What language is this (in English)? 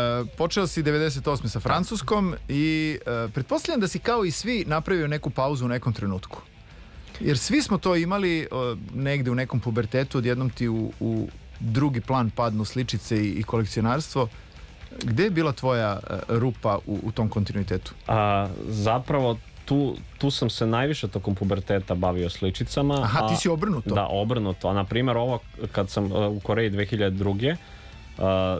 Serbian